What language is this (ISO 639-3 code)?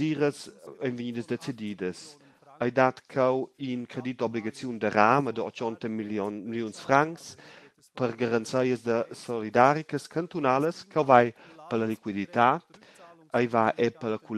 roh